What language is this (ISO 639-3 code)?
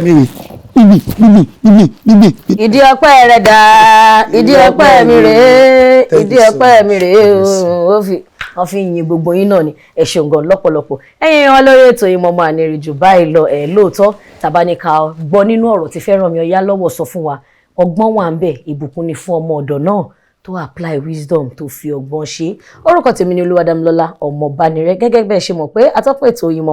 yor